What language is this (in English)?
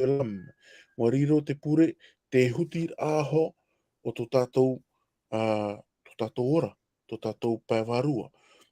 Tahitian